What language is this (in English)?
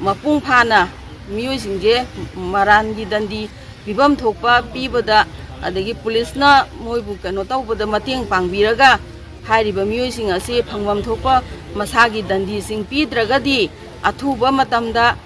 Manipuri